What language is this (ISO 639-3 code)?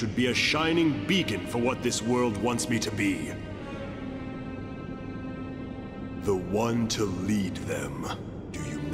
eng